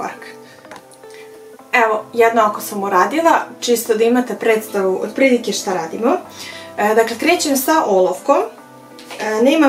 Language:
Serbian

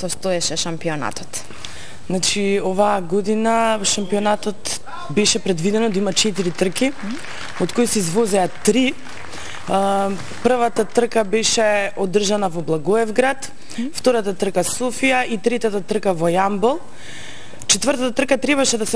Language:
Macedonian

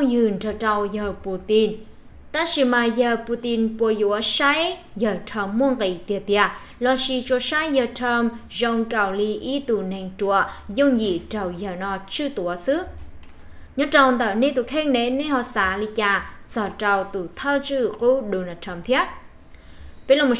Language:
Vietnamese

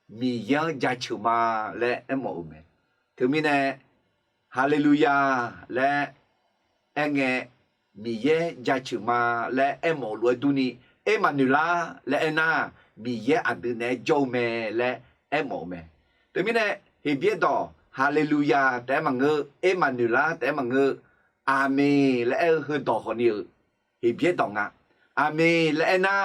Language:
Akha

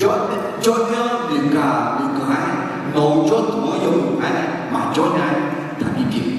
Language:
Akha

